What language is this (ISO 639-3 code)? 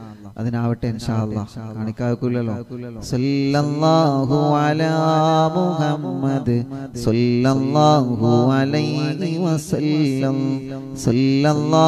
mal